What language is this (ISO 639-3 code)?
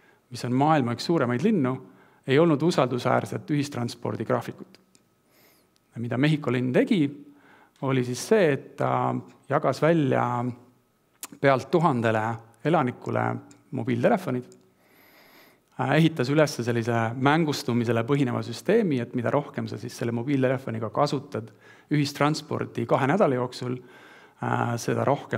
est